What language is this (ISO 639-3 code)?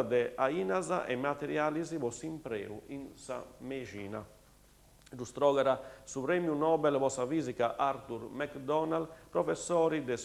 srd